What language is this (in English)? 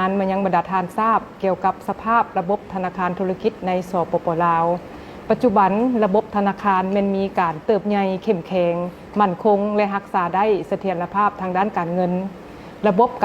Lao